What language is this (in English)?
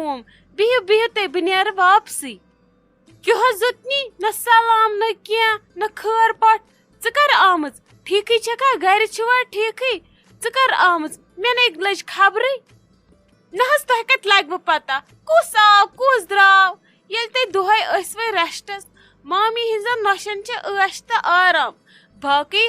Kashmiri